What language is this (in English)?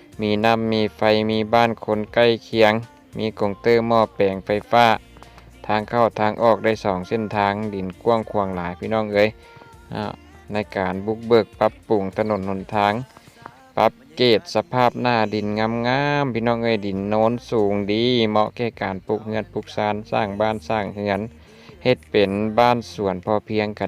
Lao